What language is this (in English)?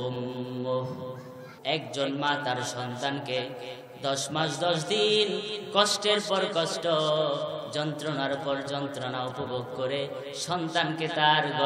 Bangla